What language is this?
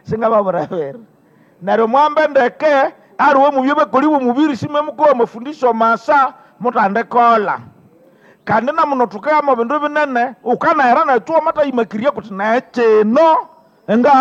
Nande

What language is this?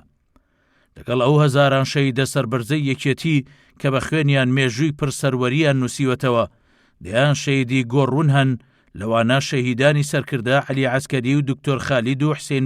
Central Kurdish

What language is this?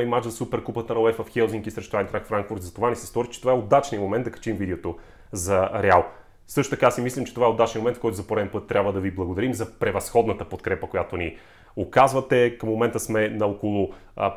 Bulgarian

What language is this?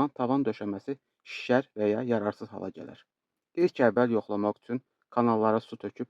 Azerbaijani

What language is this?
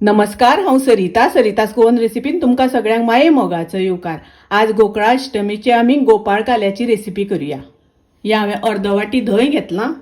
Konkani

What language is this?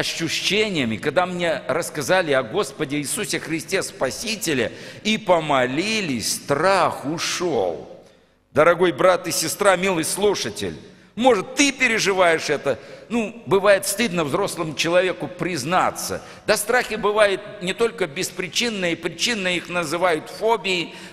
Russian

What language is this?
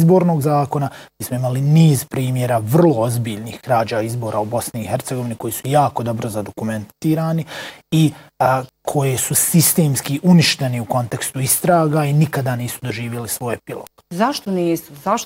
Bosnian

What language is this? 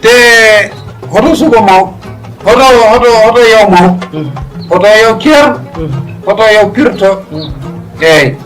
Fula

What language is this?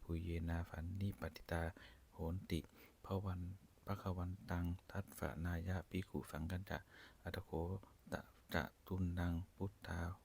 Pali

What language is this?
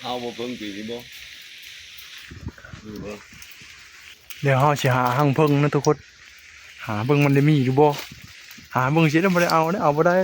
Northeastern Thai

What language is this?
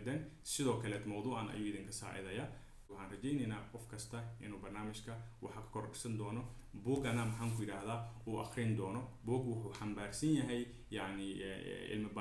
Somali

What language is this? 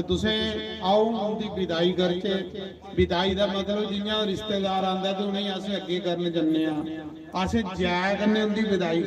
Dogri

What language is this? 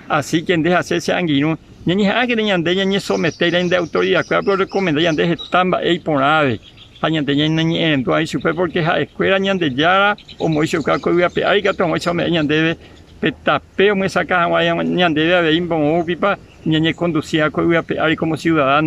Guarani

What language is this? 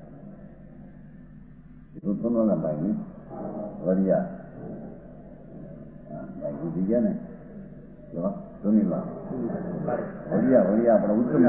Gujarati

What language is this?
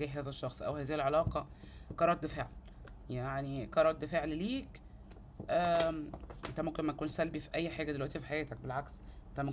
Egyptian Arabic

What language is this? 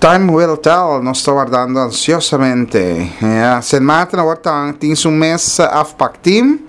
Papiamento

